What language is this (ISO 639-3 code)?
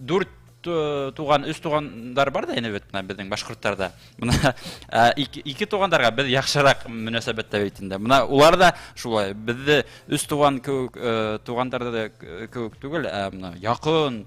bak